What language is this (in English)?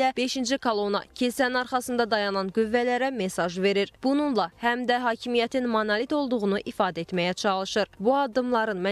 Azerbaijani